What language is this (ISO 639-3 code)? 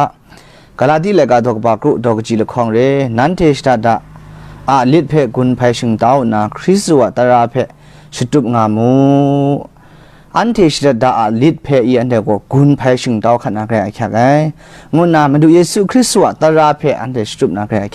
kac